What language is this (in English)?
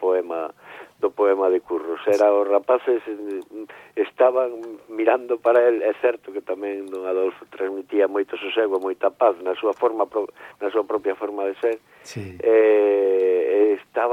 Galician